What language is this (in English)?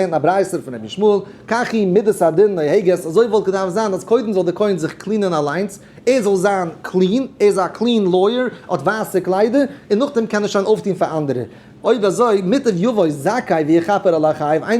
Yiddish